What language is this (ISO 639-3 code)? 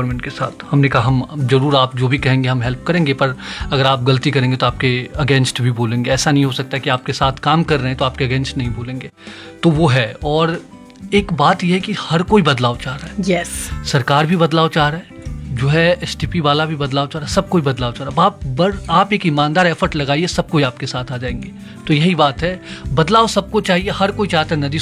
hin